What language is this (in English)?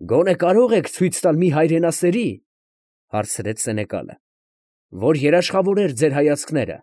Armenian